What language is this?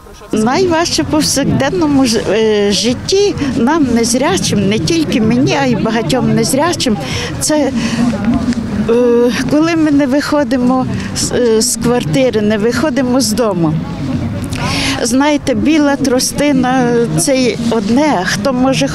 Ukrainian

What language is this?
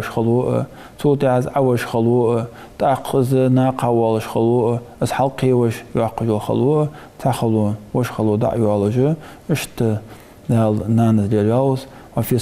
Ingush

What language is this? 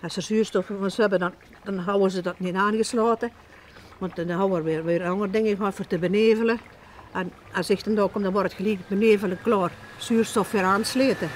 Limburgish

